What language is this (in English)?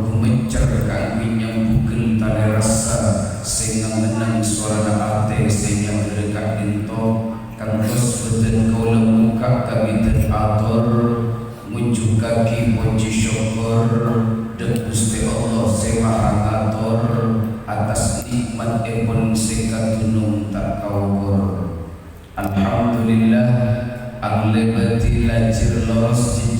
Madurese